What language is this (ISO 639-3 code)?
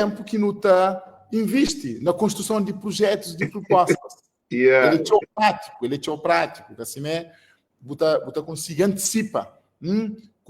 kea